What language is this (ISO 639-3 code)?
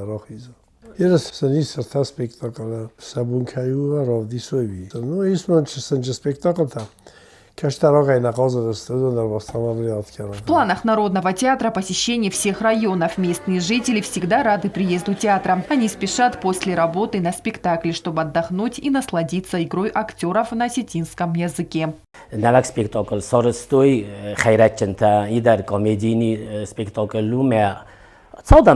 oss